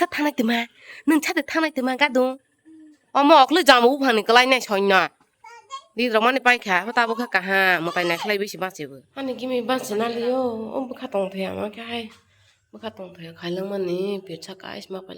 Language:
Kok Borok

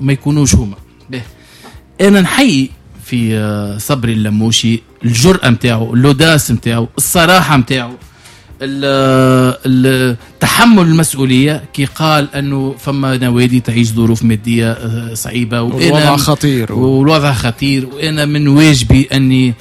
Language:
Tunisian Arabic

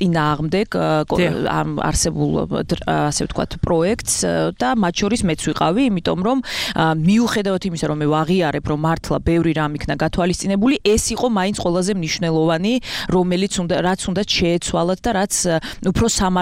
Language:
Georgian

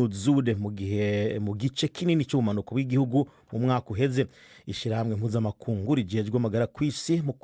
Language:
Rundi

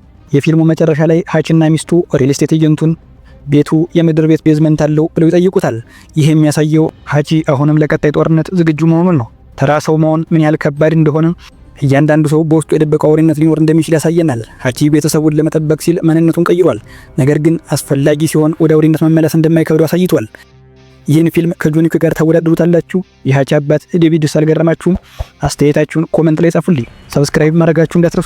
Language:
Amharic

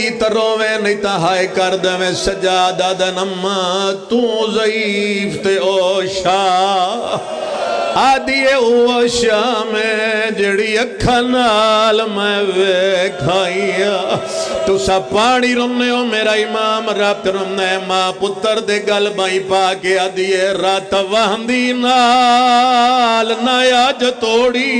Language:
Pahari-Potwari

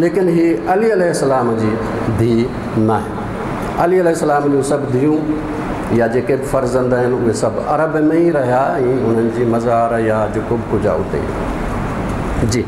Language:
Sindhi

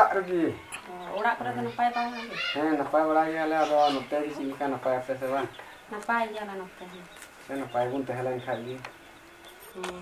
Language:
Santali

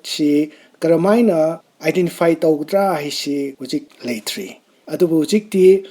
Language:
Manipuri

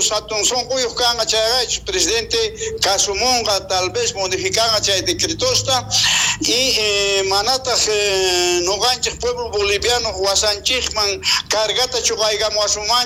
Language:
South Bolivian Quechua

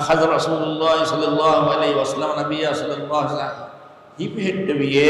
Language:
Divehi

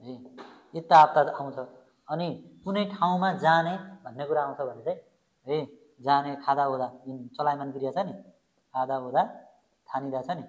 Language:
Nepali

